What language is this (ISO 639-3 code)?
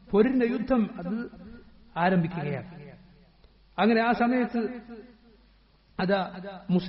mal